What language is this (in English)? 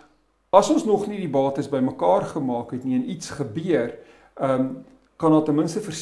Afrikaans